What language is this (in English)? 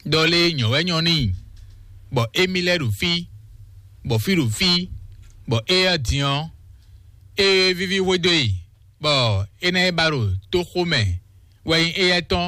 Fon